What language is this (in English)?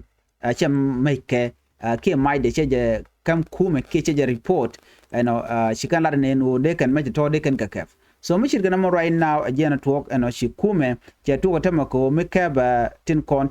Nuer